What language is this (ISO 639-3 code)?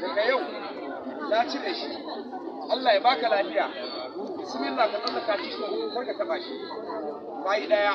hau